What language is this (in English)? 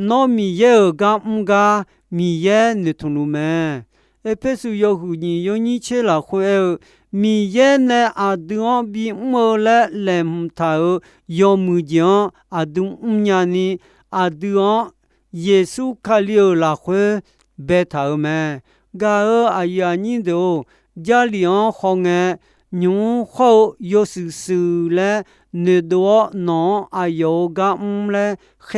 Akha